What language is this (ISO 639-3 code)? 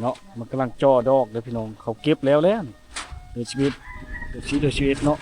lao